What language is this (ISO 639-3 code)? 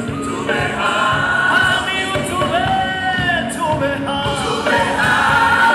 kin